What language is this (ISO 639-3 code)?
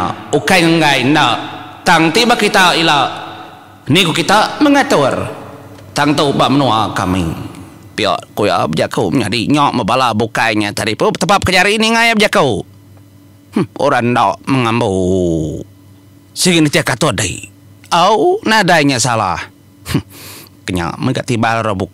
iba